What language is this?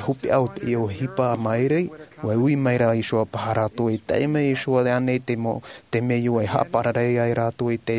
Tahitian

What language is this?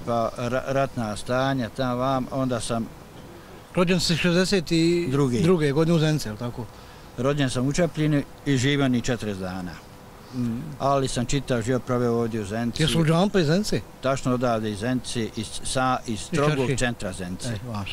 Bosnian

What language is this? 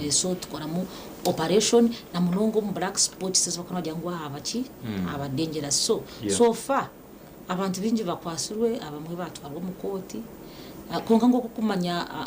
Nyankole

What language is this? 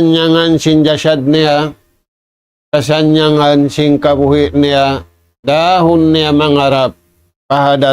Tausug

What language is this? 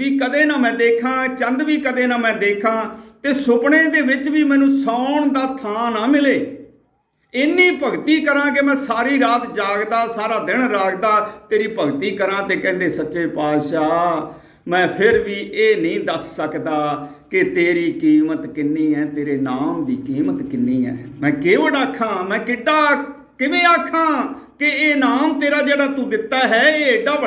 Punjabi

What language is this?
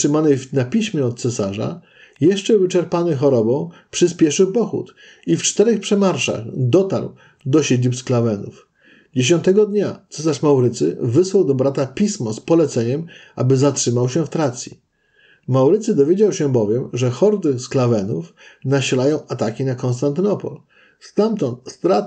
Polish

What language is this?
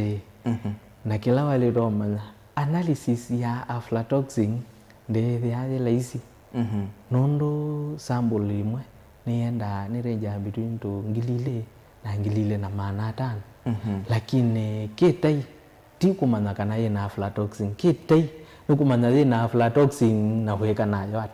Kamba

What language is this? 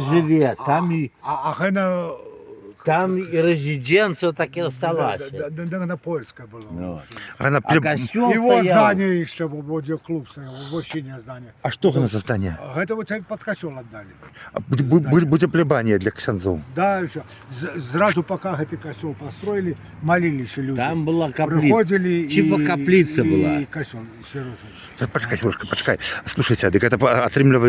Belarusian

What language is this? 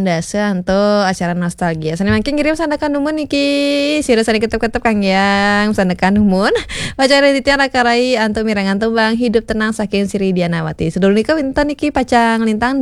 Balinese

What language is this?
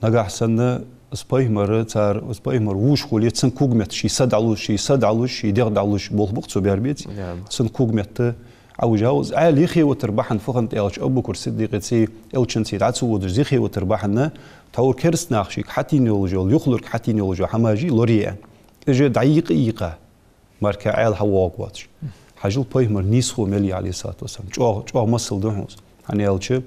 Ingush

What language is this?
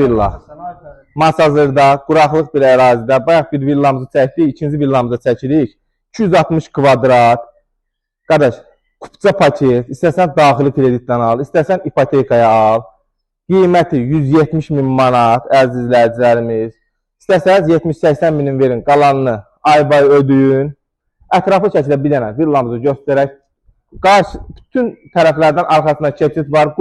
Azerbaijani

